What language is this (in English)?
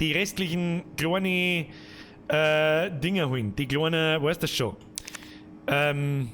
Bavarian